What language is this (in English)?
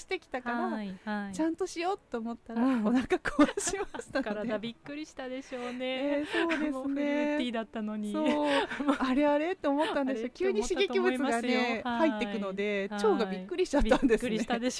Japanese